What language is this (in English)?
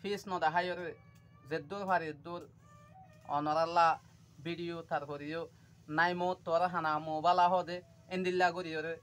Rohingya